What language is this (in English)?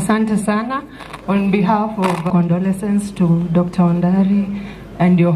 Gusii